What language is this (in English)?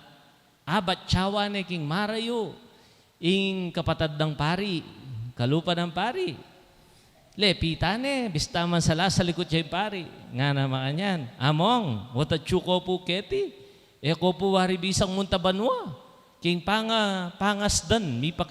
Pampanga